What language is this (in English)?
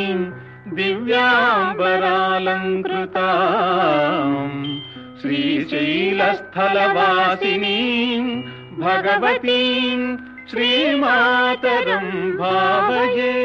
Sanskrit